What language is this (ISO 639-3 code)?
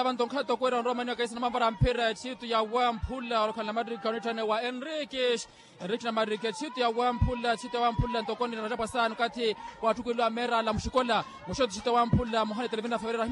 vmw